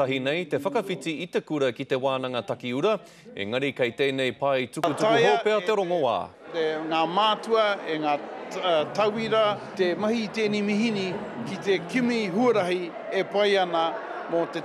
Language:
Māori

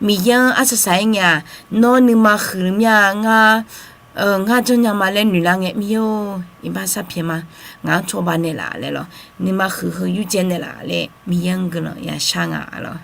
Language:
Akha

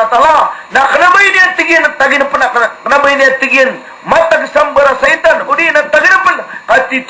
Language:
Maranao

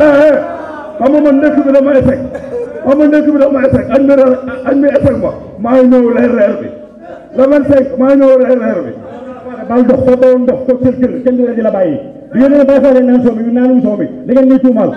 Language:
Wolof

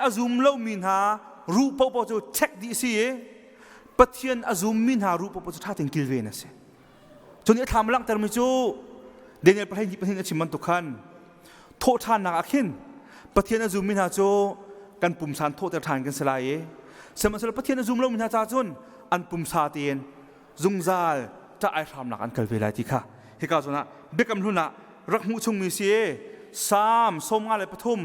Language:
Hakha Chin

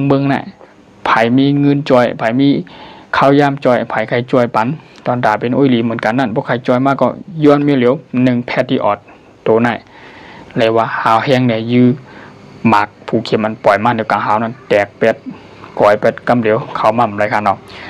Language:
Shan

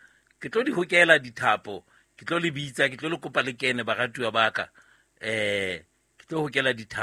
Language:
Southern Sotho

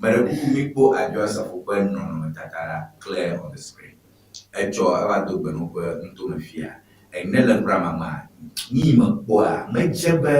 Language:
Ewe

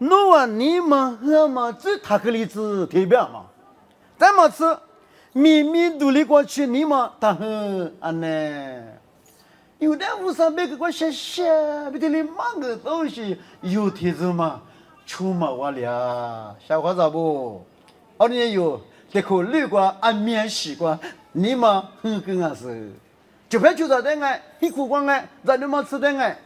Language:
Lisu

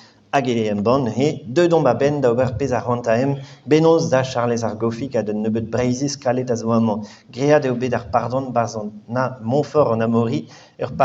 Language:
Breton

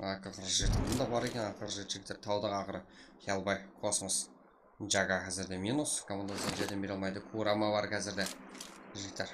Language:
Kara-Kalpak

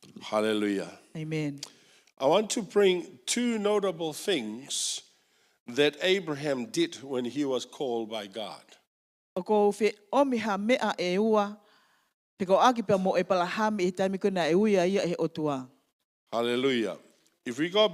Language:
Tongan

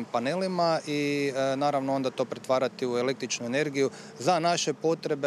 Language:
Croatian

